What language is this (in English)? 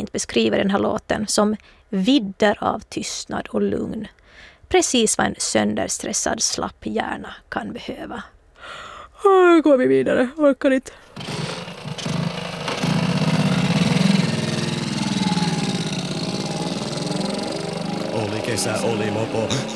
Swedish